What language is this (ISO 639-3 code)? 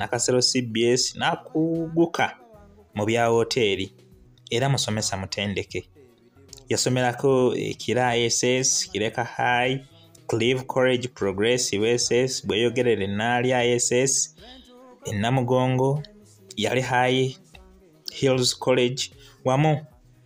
lug